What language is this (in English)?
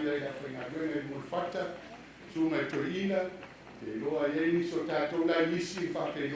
Samoan